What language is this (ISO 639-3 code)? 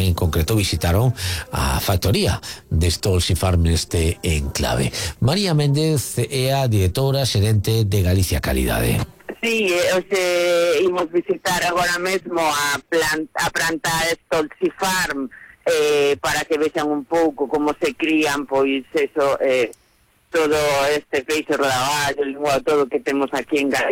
glg